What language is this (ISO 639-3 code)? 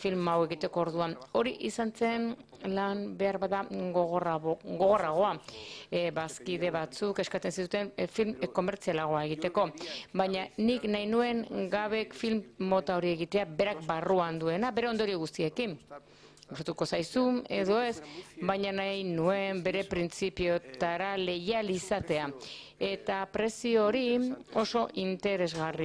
eus